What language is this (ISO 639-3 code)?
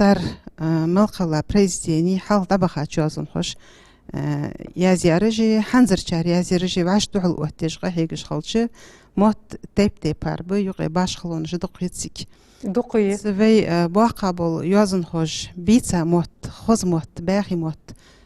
inh